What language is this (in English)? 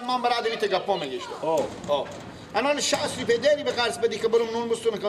Persian